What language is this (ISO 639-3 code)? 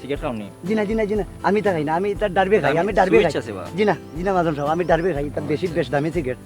syl